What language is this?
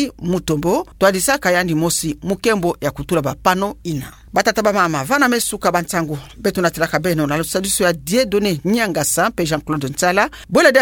Kituba (Democratic Republic of Congo)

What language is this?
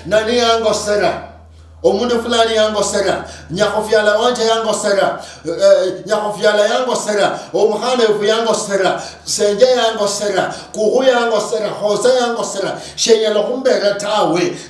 Luyia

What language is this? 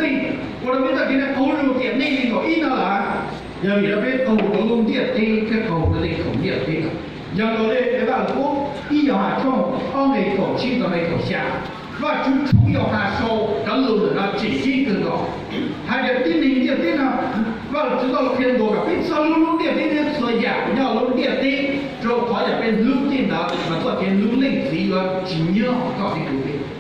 Hmong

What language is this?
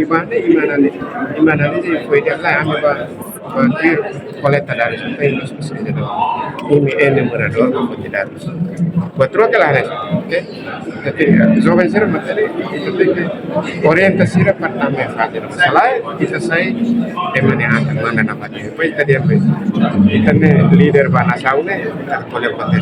Tetum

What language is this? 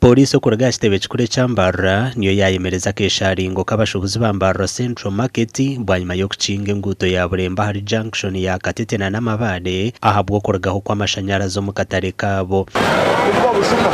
Nyankole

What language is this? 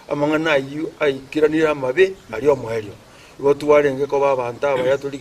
Gusii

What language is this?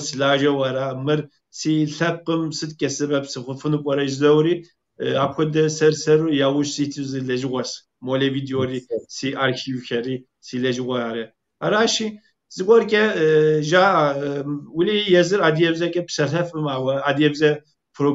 Kabardian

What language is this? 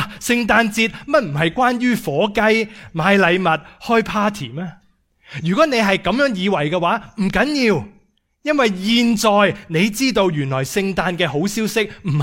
Cantonese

